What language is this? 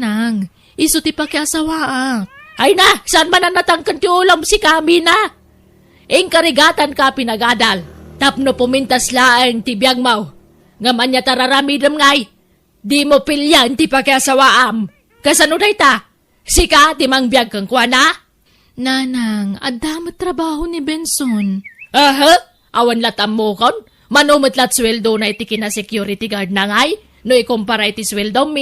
Iloko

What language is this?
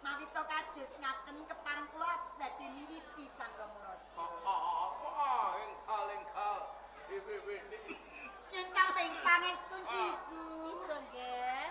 Javanese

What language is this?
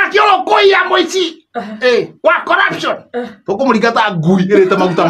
Kikuyu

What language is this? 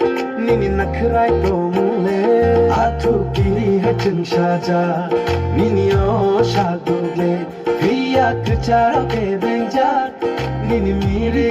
Kok Borok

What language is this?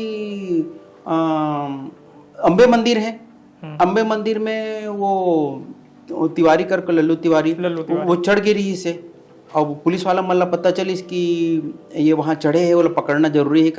Chhattisgarhi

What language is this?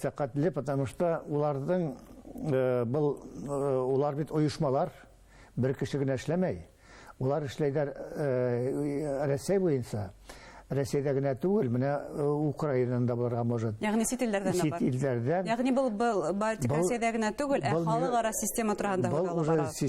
Bashkir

